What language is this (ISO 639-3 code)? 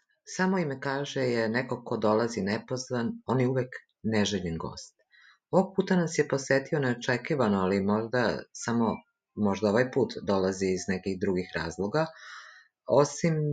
srp